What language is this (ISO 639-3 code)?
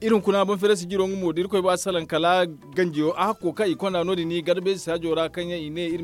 dje